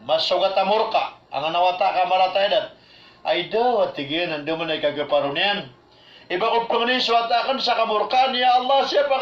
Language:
Maranao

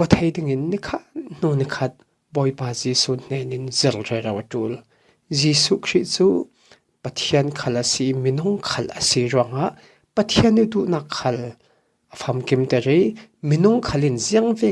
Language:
Falam Chin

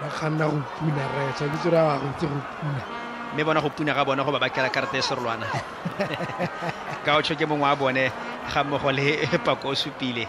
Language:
Tswana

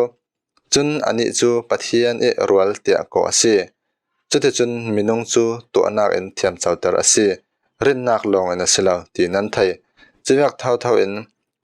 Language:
Falam Chin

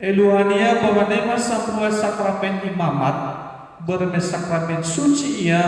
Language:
Nias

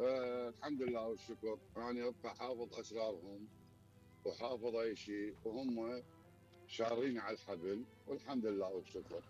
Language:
Mesopotamian Arabic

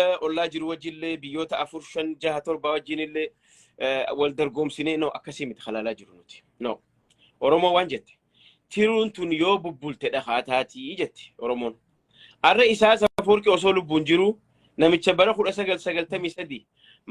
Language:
Oromo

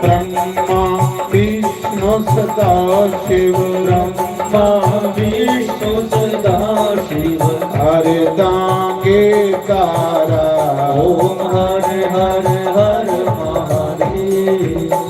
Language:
Dogri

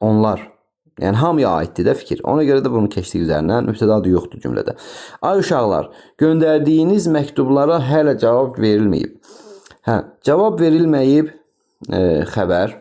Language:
Azerbaijani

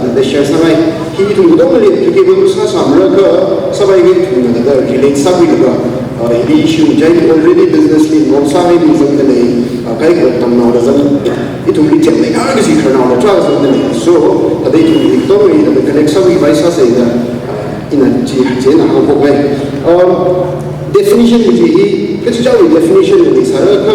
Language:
Tangkhul Naga (India)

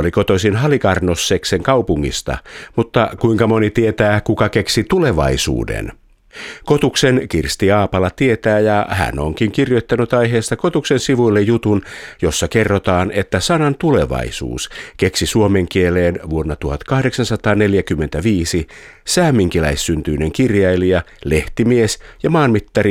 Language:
Finnish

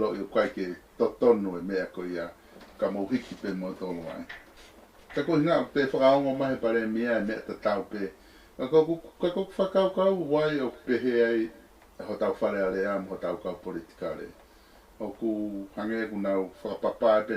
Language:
Tongan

